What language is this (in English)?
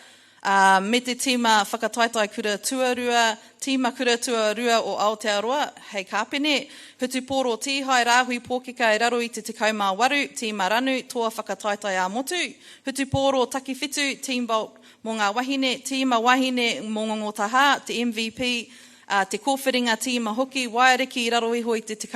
Māori